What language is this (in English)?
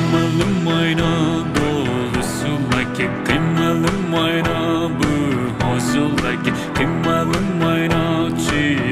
Poumei Naga